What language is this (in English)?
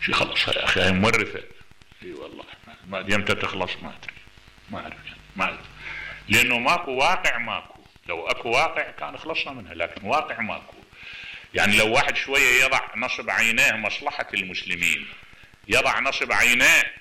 Mesopotamian Arabic